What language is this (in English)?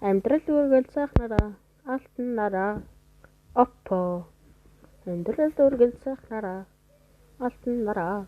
Mongolian